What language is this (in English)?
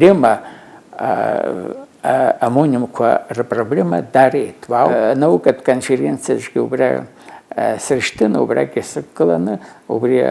Abkhazian